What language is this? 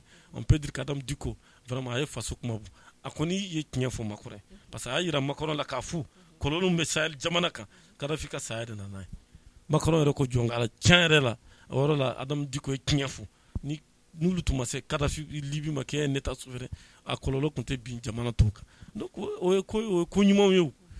Bambara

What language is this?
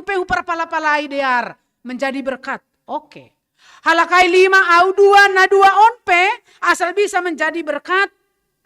Batak Simalungun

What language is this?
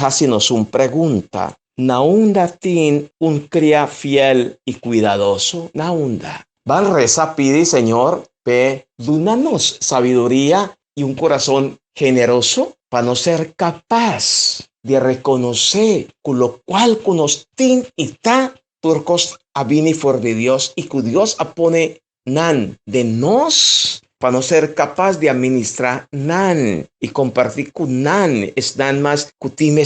Papiamento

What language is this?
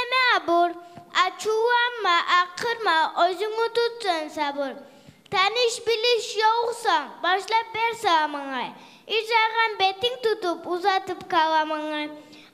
Kumyk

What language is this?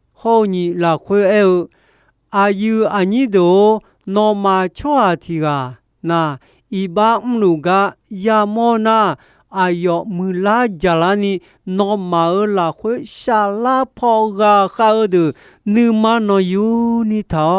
Akha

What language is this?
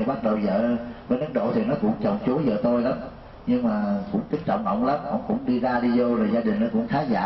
Vietnamese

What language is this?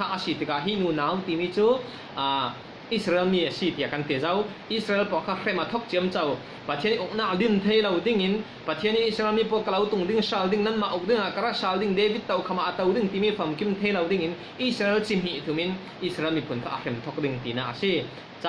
Falam Chin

